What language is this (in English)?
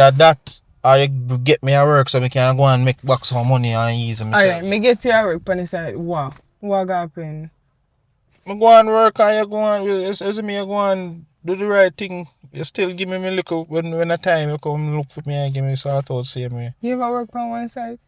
Jamaican Creole English